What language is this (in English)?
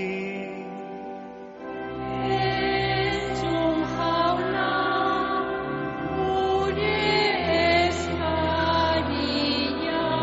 Basque